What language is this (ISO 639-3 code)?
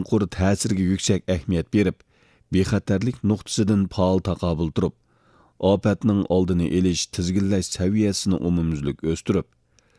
uig